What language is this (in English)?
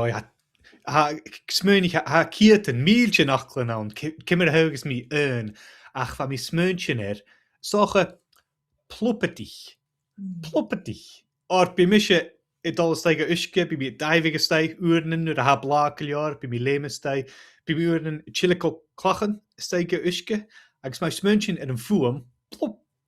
Scottish Gaelic